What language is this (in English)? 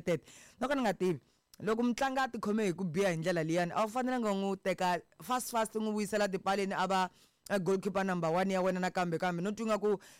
Tsonga